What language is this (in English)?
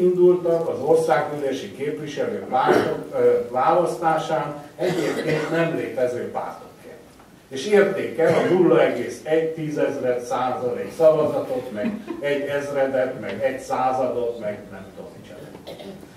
Hungarian